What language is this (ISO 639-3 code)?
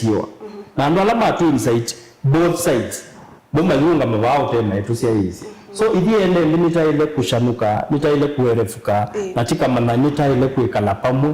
kam